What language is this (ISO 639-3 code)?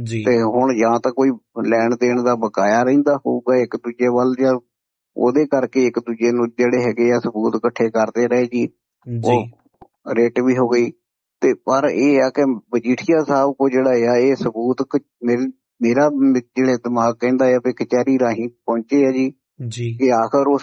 pan